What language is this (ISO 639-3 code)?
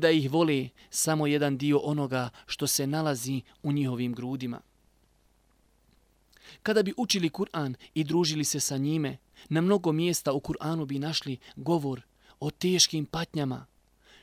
bos